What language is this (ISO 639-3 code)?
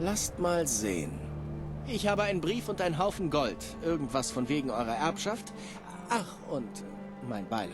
bar